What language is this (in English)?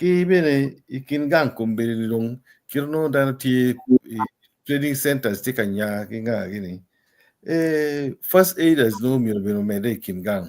Acoli